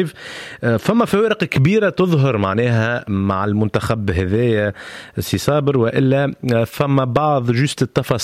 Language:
Tunisian Arabic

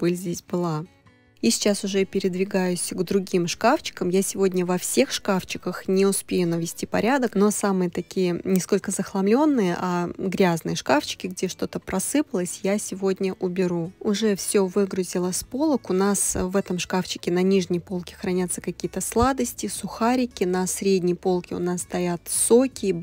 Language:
Russian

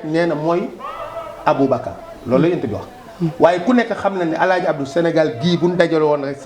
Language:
Wolof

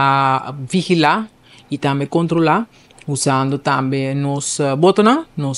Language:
Papiamento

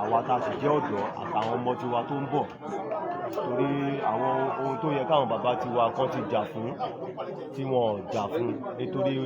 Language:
Yoruba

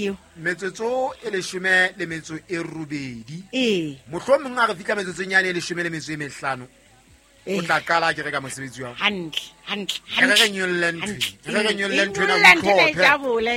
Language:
Southern Sotho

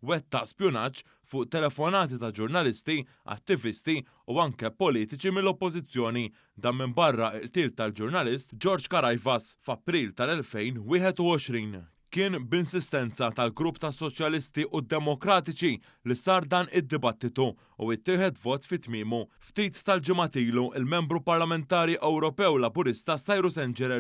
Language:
Maltese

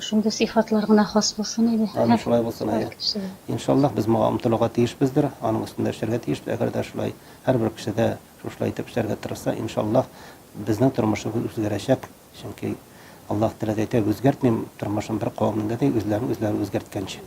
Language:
Tatar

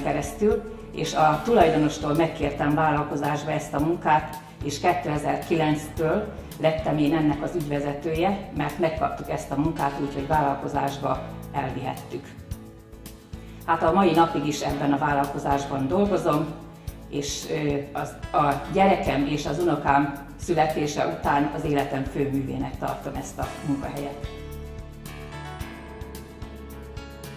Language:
Hungarian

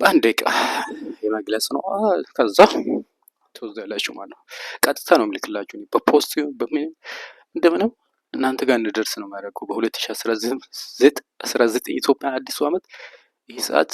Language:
Amharic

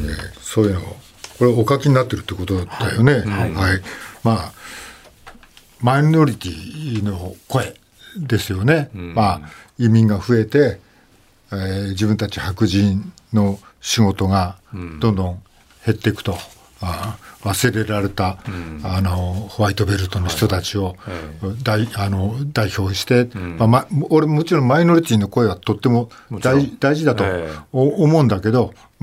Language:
Japanese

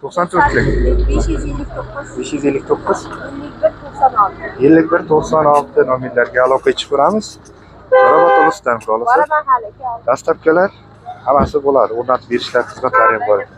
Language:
Uzbek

